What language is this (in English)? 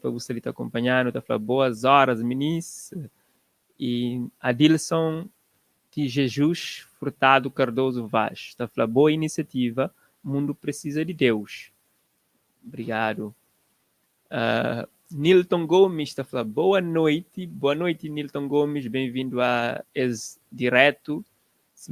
Kabuverdianu